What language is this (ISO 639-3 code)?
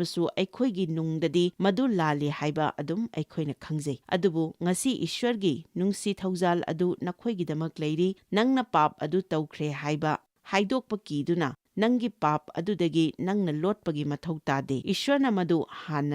mni